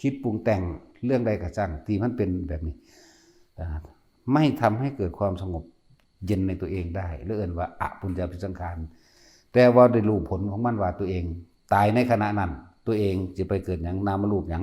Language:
Northeastern Thai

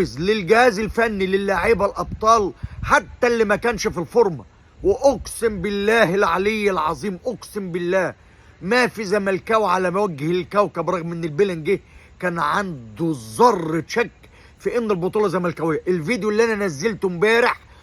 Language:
Egyptian Arabic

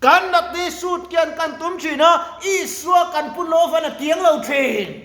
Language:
Mizo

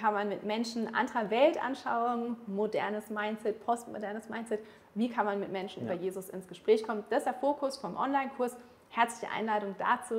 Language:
Swiss German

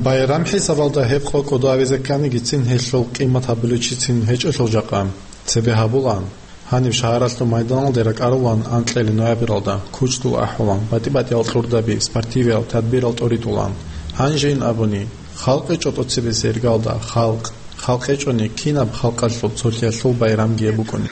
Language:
Avaric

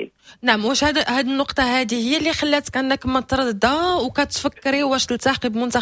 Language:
Moroccan Arabic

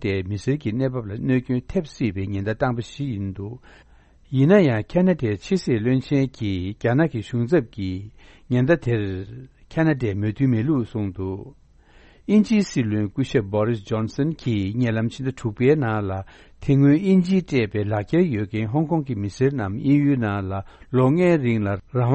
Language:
Tibetan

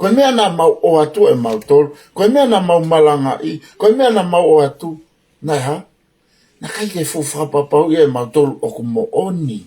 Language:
Tongan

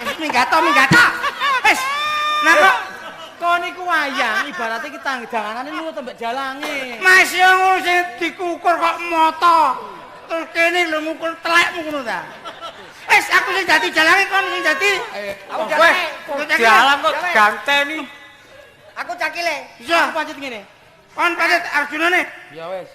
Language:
Javanese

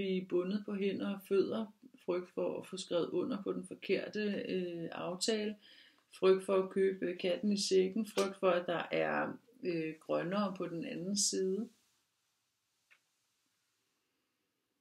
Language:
Danish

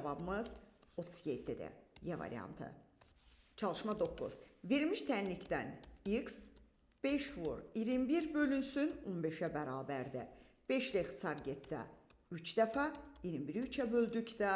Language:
Azerbaijani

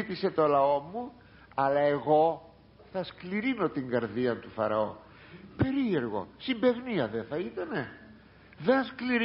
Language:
Greek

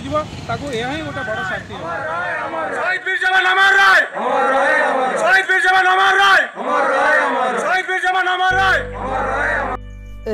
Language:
Odia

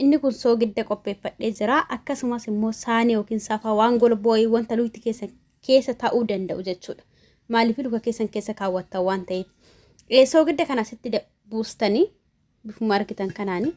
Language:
Oromo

